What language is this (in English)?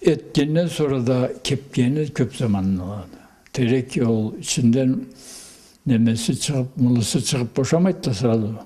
Karachay-Balkar